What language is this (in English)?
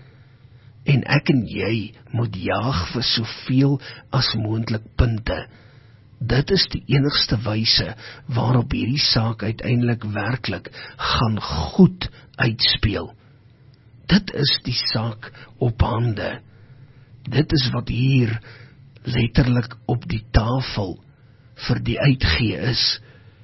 Afrikaans